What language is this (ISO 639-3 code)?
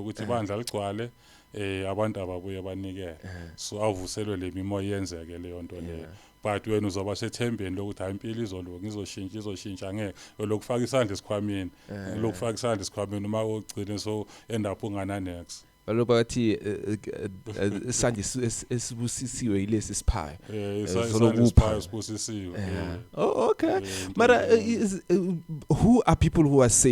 zul